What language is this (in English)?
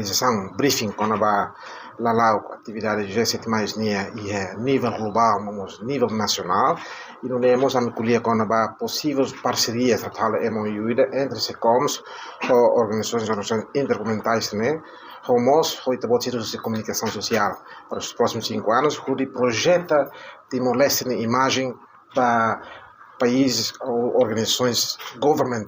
Tetum